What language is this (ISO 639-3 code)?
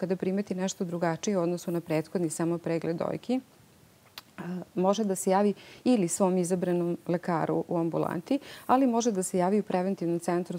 srp